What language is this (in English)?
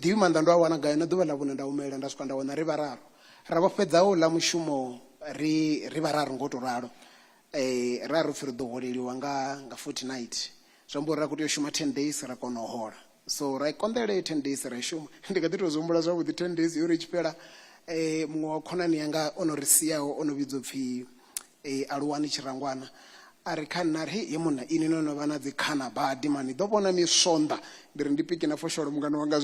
Venda